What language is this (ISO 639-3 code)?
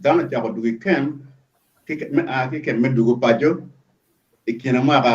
ach